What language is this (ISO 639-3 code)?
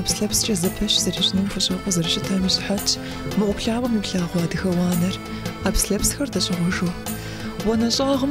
kbd